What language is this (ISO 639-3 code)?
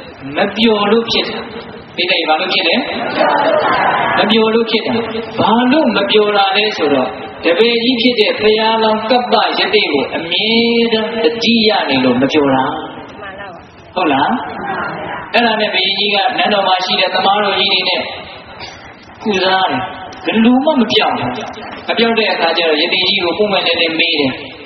mya